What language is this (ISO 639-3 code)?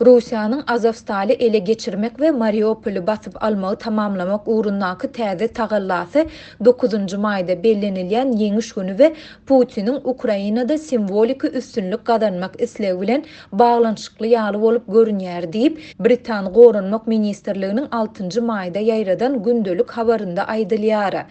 tuk